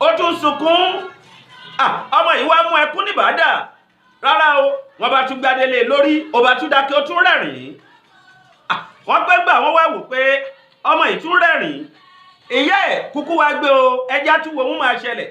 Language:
Yoruba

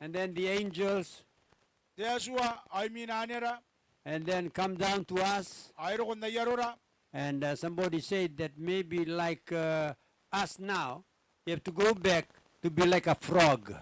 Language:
Gilbertese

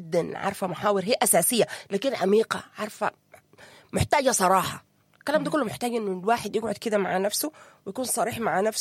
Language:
Sudanese Arabic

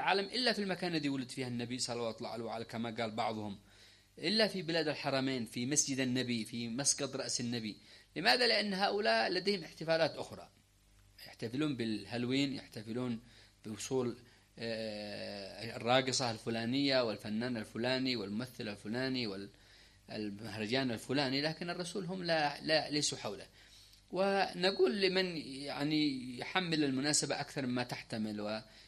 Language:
Arabic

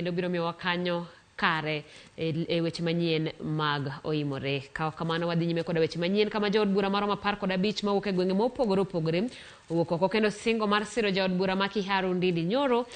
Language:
Luo (Kenya and Tanzania)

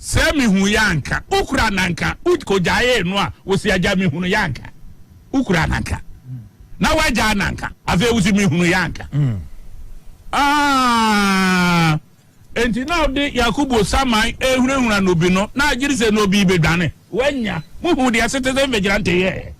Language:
Akan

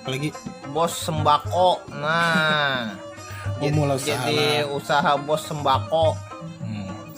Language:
Banjar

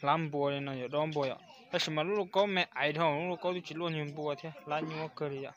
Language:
Hmong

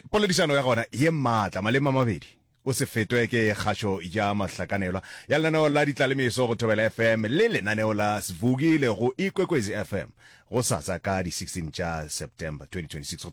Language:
Northern Sotho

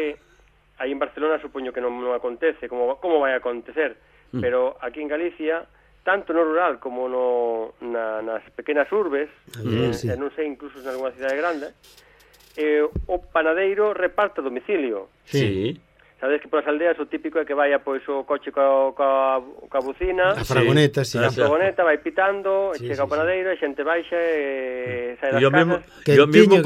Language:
Galician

